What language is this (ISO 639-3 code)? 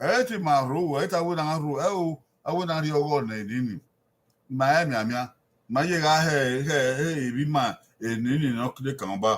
bin